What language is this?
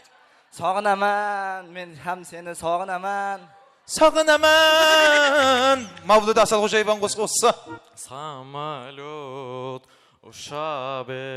Kara-Kalpak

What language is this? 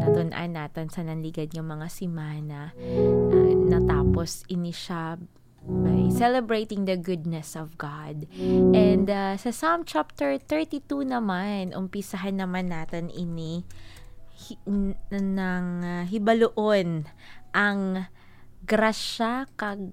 Hiligaynon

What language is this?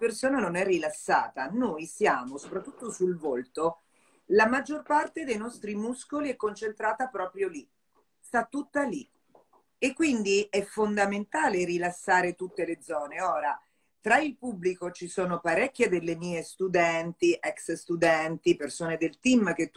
Italian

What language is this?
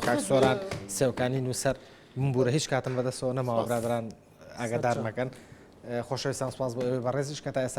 Central Kurdish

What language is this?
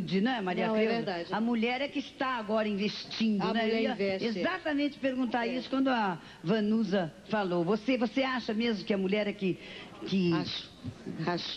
Portuguese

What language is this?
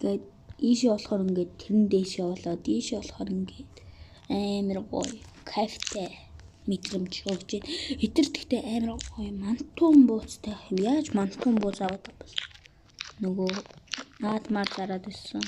Mongolian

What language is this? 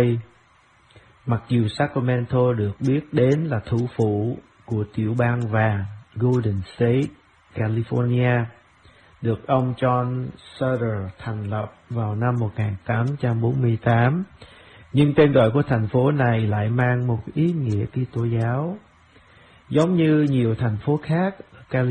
Vietnamese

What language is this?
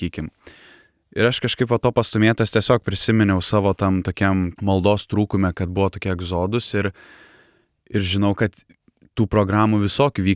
Lithuanian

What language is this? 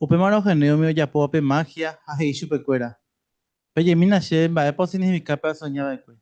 Guarani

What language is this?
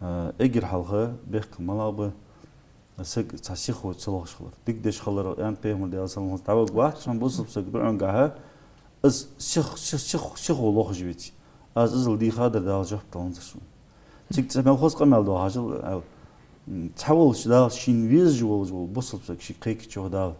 Ingush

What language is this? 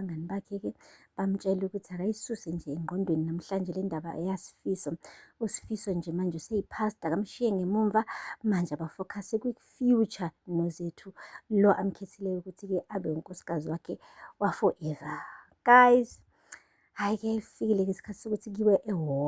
Zulu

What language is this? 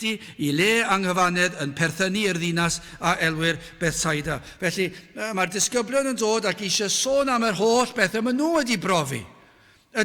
Welsh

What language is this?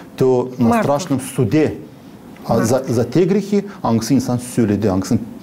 Gagauz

